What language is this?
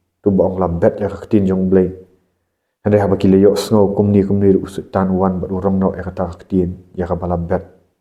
Khasi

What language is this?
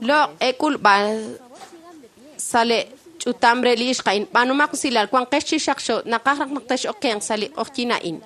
Kekchí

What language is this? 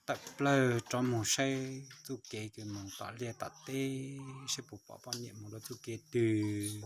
Hmong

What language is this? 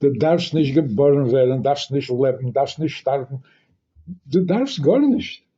Yiddish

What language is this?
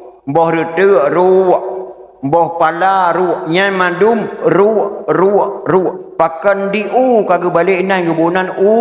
Achinese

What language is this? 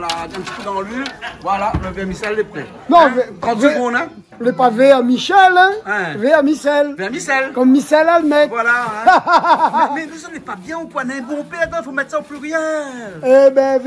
Réunion Creole French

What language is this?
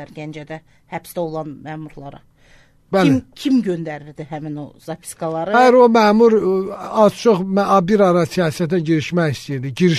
Azerbaijani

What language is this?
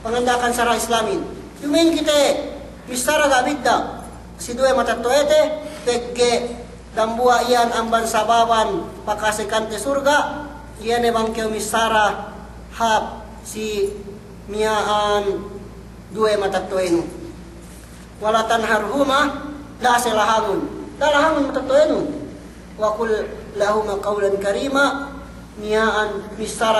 Yakan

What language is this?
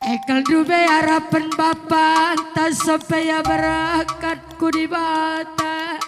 Batak Karo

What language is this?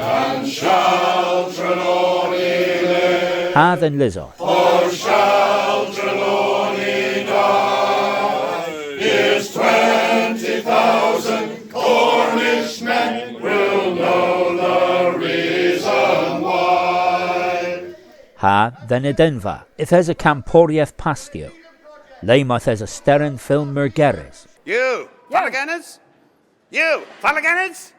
Cornish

